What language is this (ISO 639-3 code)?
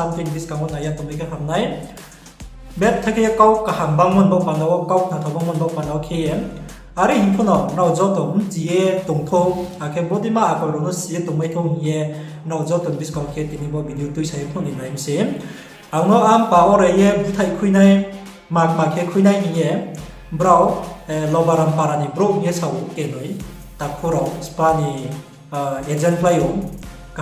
ria